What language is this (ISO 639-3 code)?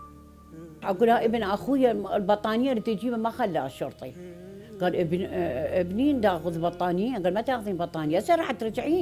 acm